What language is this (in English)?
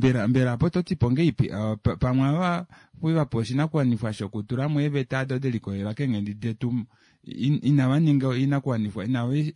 Kuanyama